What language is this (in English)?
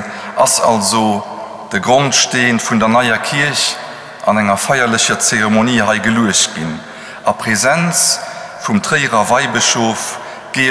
Luxembourgish